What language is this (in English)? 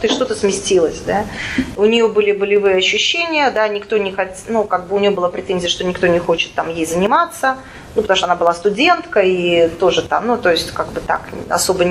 Russian